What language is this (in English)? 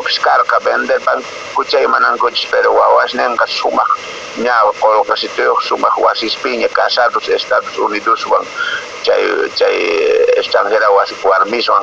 Quechua